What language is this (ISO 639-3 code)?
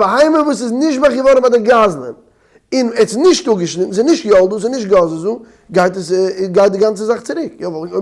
yid